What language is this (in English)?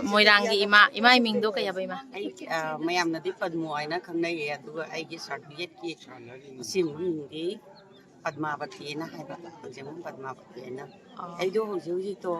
Manipuri